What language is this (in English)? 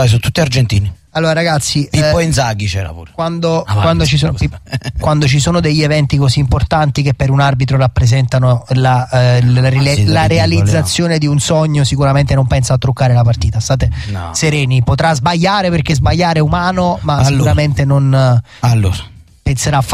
Italian